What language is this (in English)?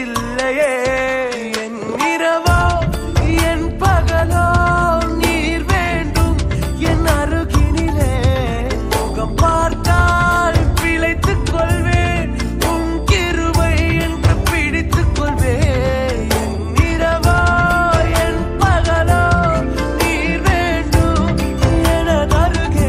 Tamil